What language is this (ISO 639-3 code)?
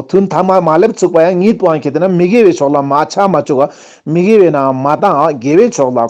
lbj